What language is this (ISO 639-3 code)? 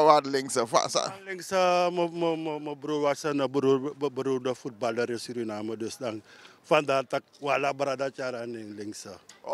nld